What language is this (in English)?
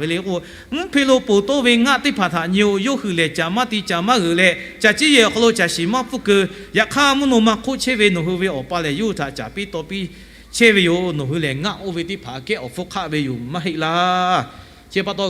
Lahu